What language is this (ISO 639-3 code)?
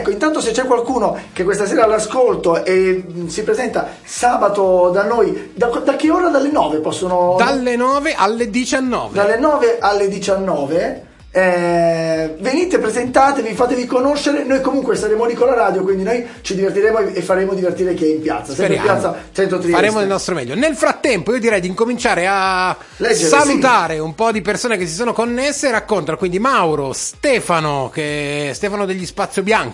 ita